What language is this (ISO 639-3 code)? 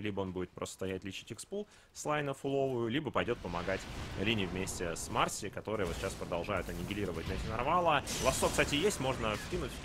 rus